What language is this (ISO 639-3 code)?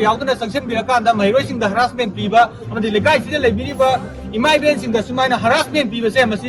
mni